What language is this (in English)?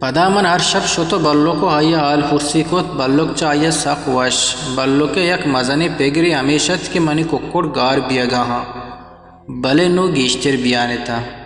Eastern Balochi